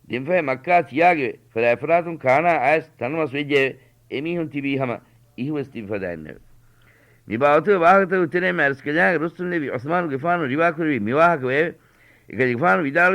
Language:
Divehi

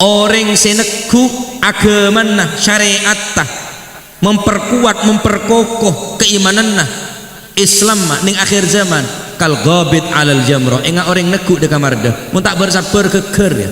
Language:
Madurese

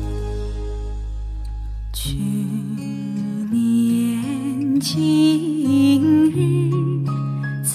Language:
Chinese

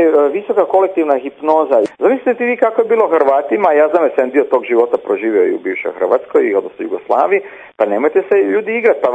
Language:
Croatian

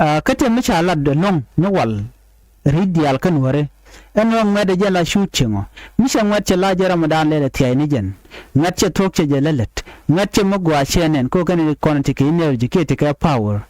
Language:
Nuer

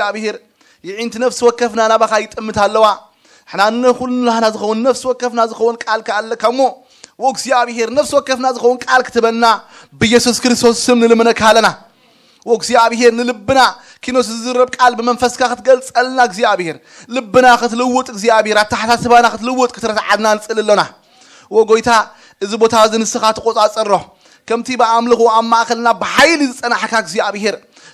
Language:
Tigrinya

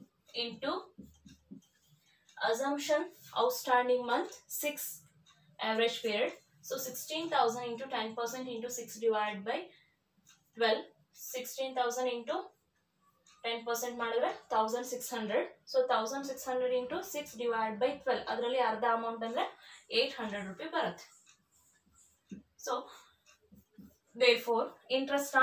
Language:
Kannada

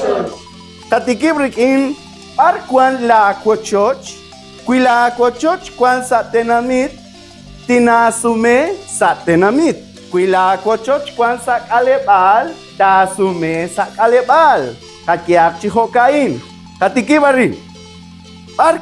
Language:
Kekchí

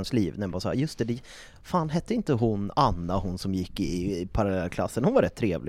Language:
Swedish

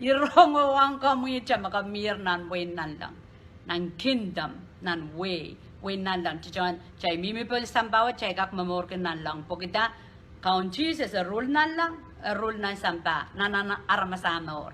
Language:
Pohnpeian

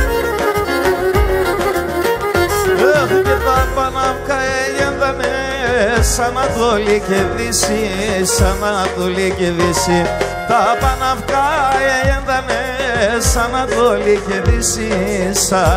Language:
Greek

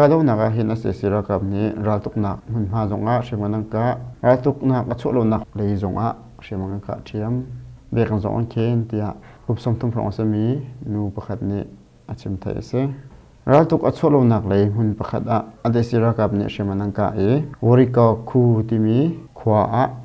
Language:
Hakha Chin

